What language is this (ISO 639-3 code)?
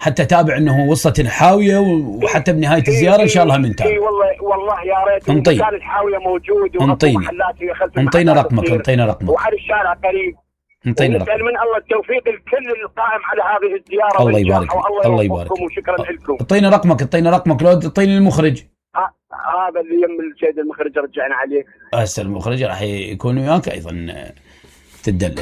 acm